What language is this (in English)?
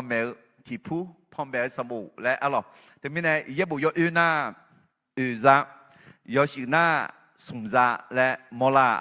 Akha